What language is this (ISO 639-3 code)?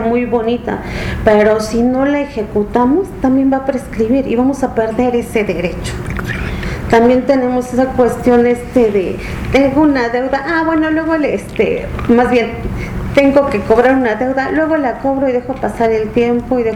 spa